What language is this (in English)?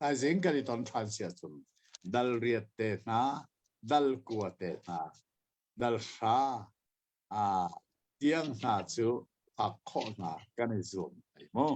Hakha Chin